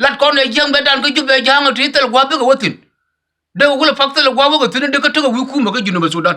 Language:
Nuer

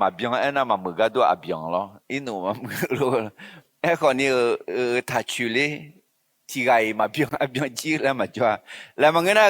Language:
Akha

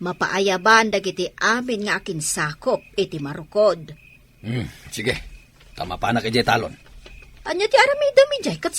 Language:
Iloko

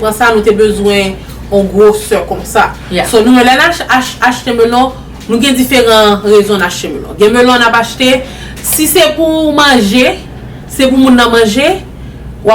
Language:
Haitian Creole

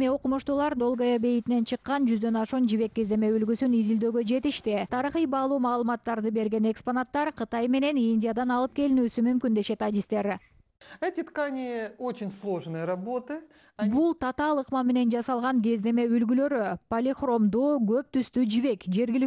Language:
Kyrgyz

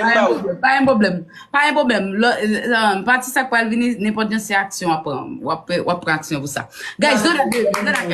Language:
Haitian Creole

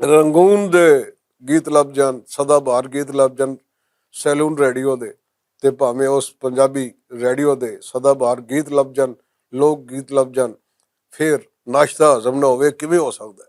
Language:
Western Panjabi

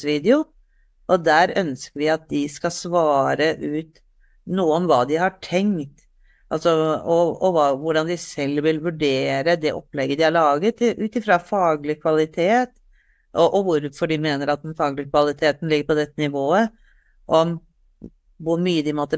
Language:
Norwegian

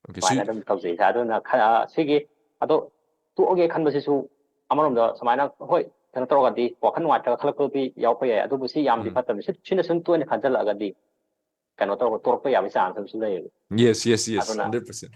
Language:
Manipuri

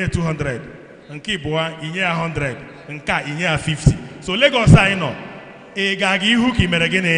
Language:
Igbo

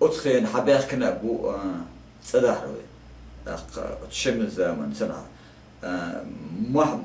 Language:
Chechen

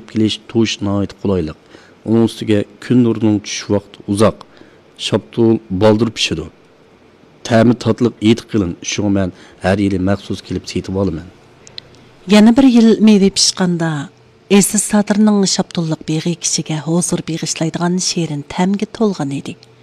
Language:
Uyghur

